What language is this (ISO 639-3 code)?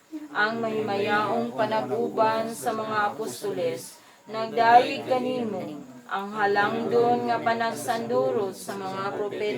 ceb